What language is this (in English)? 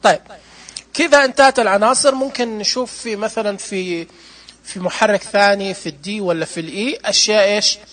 Najdi Arabic